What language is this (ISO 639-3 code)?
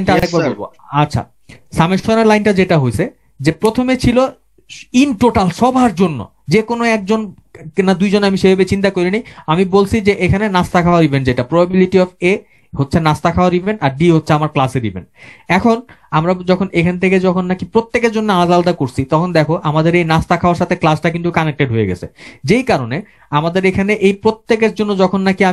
ben